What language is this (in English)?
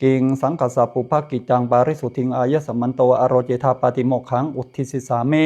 Pali